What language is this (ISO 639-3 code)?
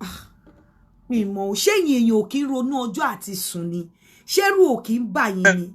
yor